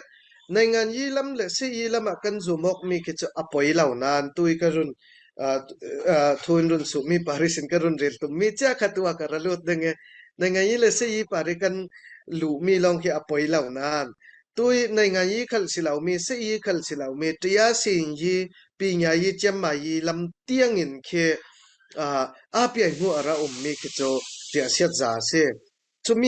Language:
Falam Chin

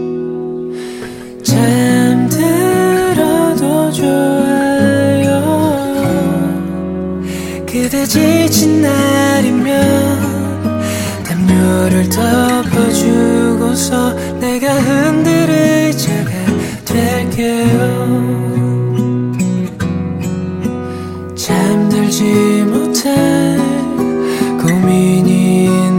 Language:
Korean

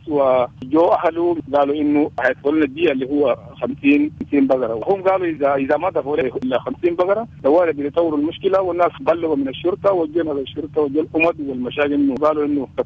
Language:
Sudanese Arabic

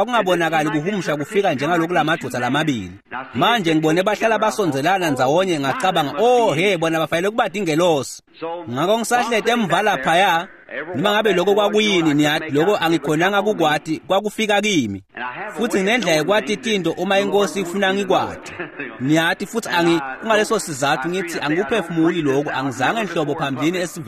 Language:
Swati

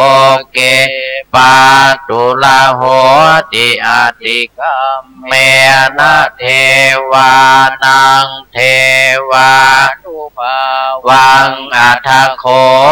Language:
Pali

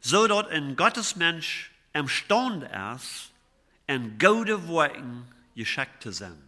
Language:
Plautdietsch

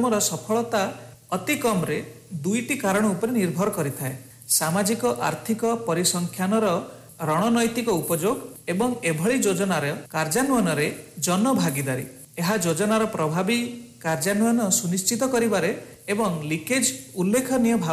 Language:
Odia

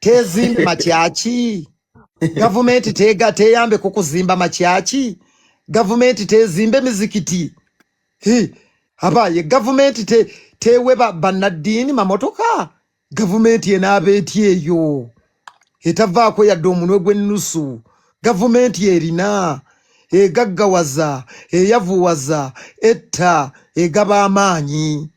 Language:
Ganda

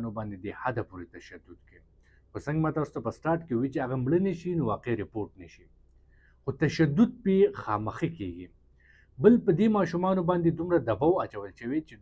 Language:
Pashto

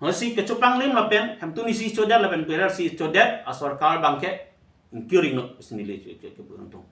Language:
Karbi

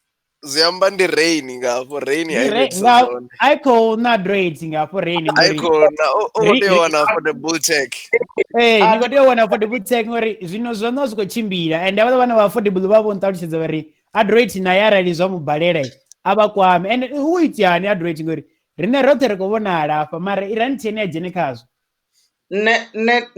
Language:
Venda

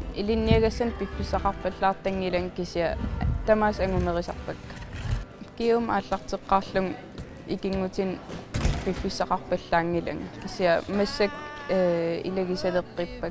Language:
Kalaallisut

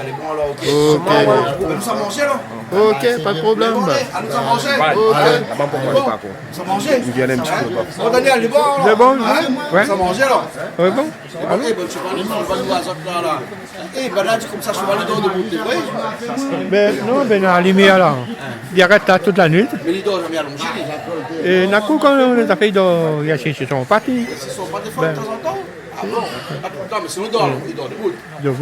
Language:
Réunion Creole French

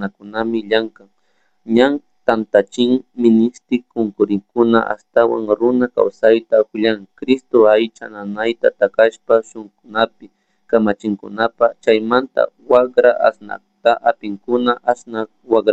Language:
Chimborazo Highland Quichua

